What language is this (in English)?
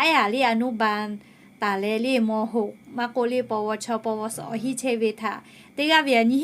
Lahu